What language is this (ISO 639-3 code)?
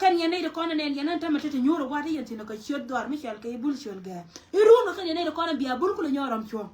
nus